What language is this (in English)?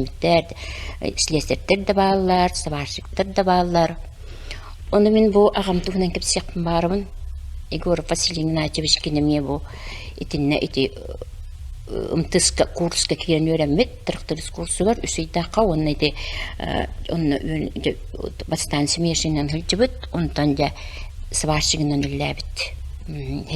Yakut